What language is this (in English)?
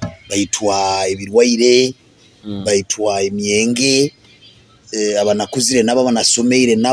Nyoro